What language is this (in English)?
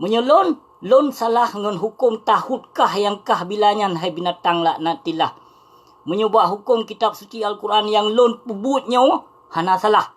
Achinese